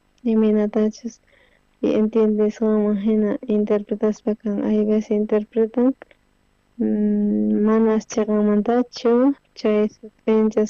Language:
South Bolivian Quechua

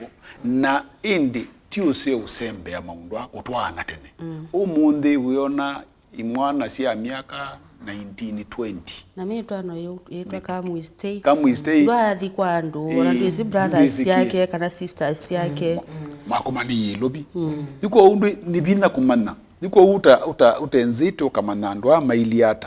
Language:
Kamba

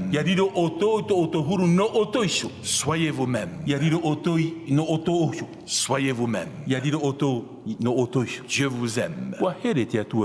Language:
Tahitian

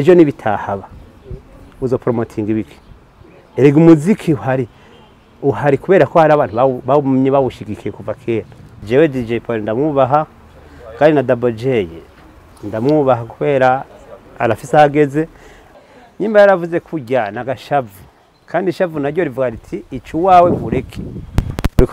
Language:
Rundi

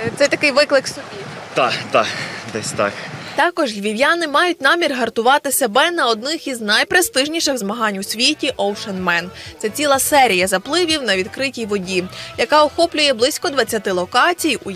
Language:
Ukrainian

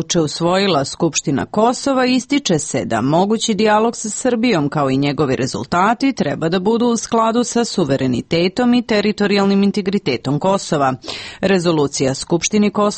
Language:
Serbian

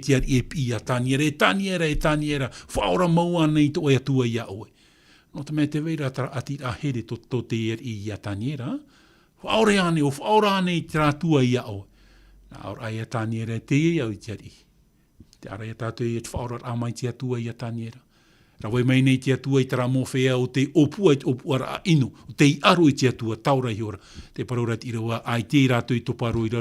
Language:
Tahitian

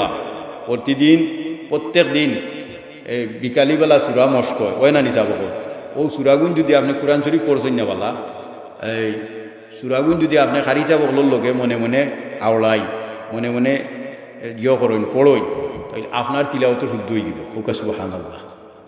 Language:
Sylheti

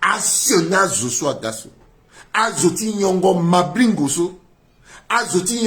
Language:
Sango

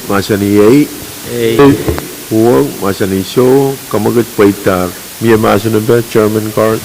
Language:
Pohnpeian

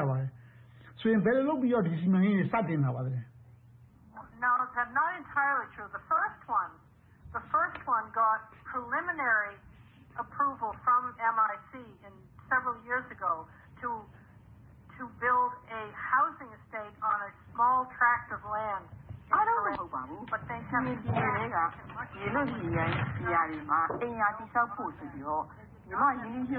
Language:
Burmese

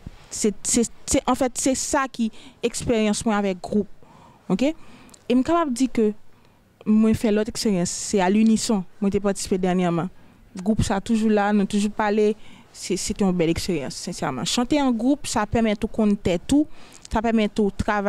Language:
Haitian Creole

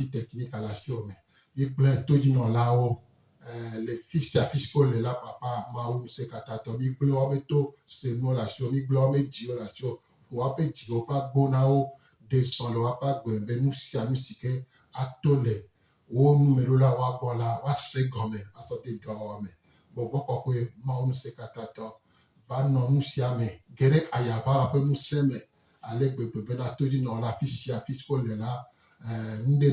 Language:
Gen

